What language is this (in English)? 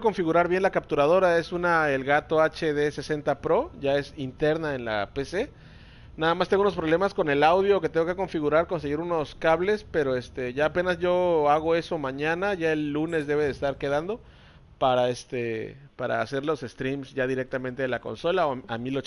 Spanish